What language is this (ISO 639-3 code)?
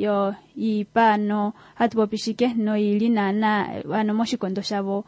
kua